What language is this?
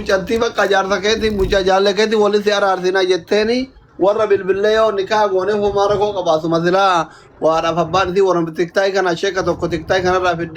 Oromo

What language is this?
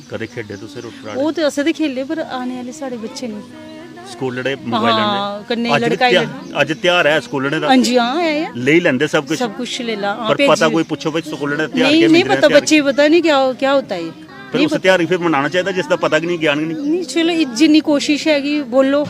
Dogri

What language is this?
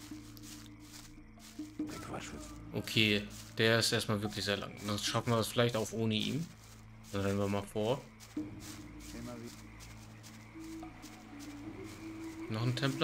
German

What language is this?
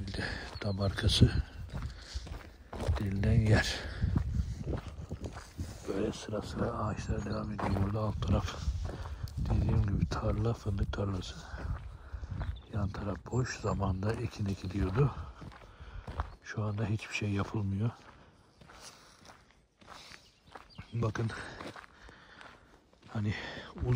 Turkish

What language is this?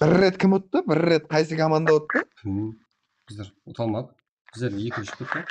Kara-Kalpak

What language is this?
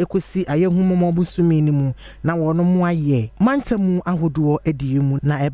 Akan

